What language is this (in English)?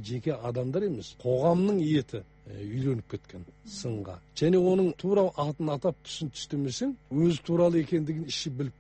Kazakh